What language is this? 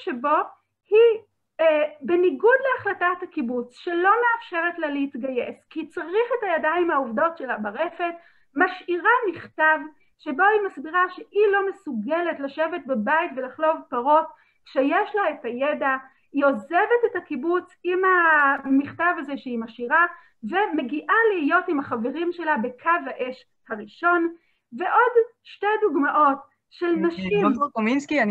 Hebrew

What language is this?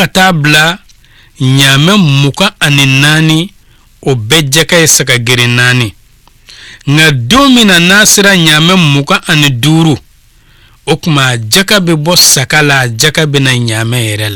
Bambara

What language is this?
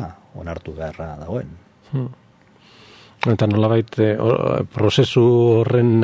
Basque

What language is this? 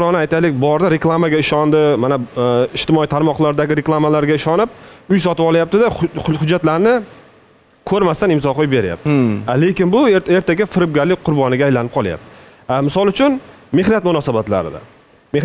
Uzbek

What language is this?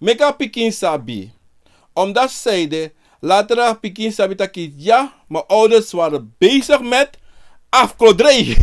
Sranan Tongo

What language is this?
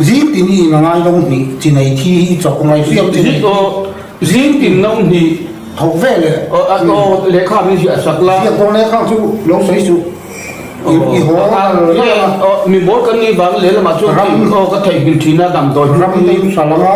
Mizo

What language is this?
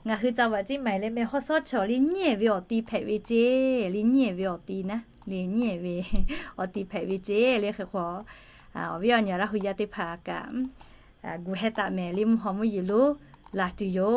Lahu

